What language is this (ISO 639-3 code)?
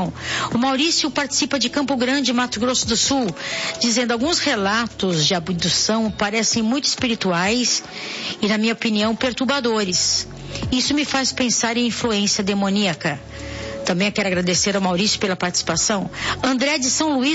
por